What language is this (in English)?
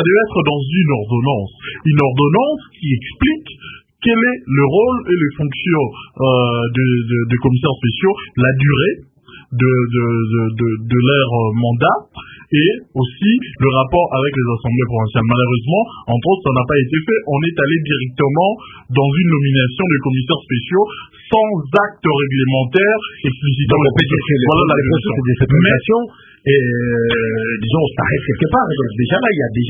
French